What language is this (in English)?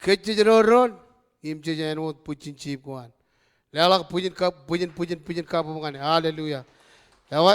Marshallese